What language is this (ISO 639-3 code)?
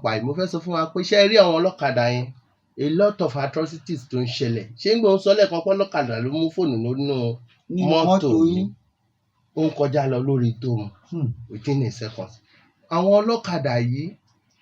yor